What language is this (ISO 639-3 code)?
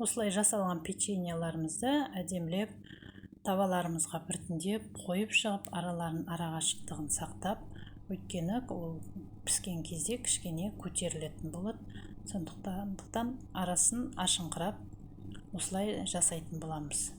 kaz